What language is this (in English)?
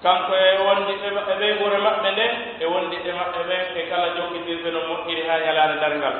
Pular